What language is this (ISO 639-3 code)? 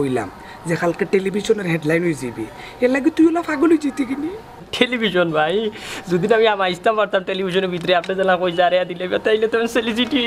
syl